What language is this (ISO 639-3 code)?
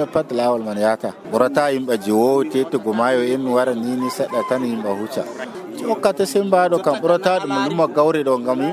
fuv